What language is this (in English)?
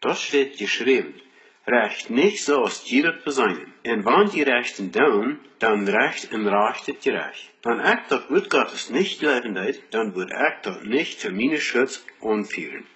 Plautdietsch